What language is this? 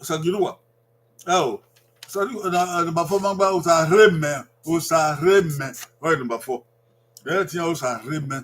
Bini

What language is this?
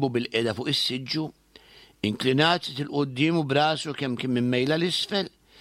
Maltese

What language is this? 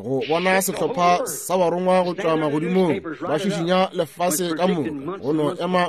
Northern Sotho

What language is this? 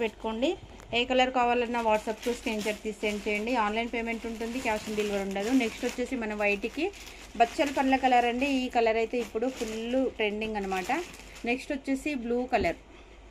Telugu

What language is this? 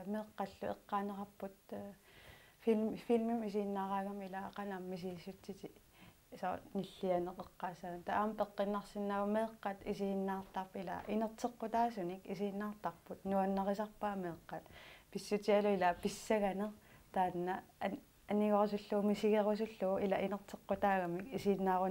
Kalaallisut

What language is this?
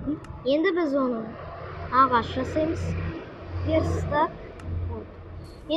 Kazakh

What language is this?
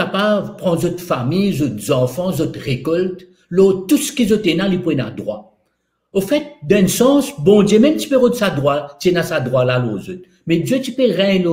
Morisyen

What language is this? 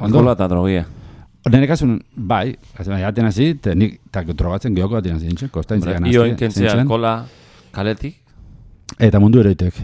Basque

